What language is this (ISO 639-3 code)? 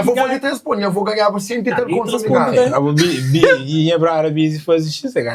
kea